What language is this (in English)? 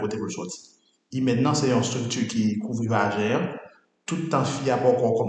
Haitian Creole